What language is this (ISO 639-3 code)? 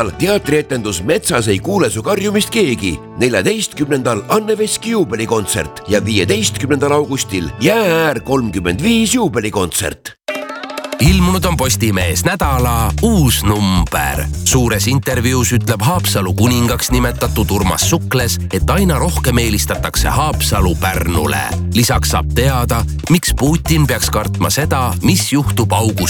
est